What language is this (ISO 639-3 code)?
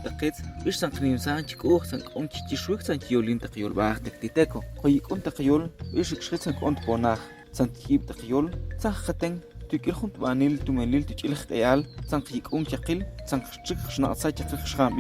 ttc